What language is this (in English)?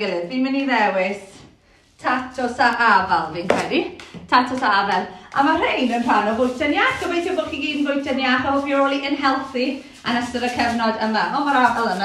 Welsh